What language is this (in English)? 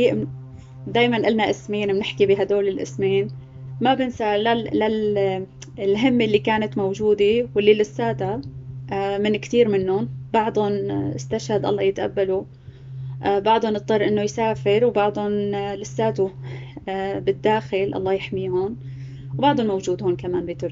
North Levantine Arabic